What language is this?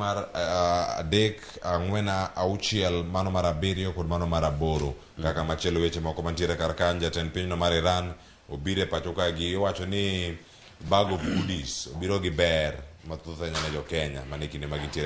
Luo (Kenya and Tanzania)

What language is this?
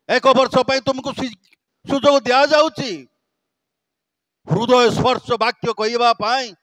Odia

